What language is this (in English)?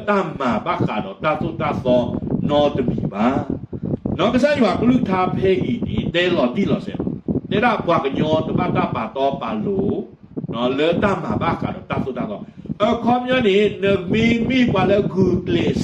S'gaw Karen